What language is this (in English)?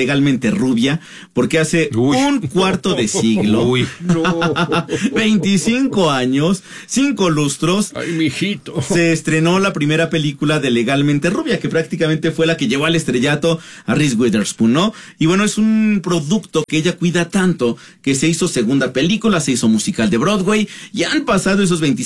Spanish